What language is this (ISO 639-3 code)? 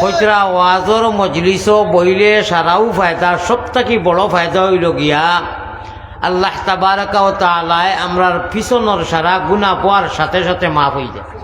syl